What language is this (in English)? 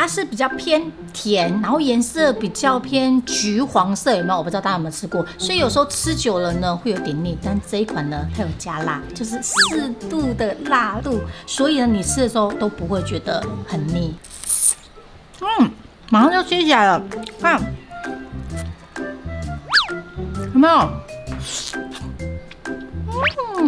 Chinese